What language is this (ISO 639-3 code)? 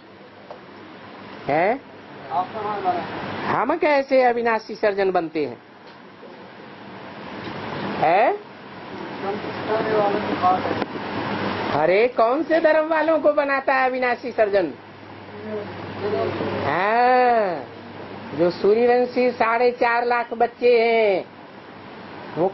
hin